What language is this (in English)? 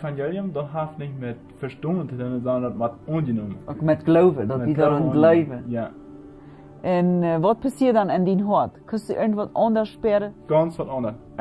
Plautdietsch